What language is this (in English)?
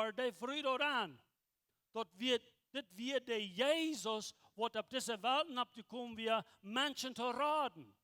Plautdietsch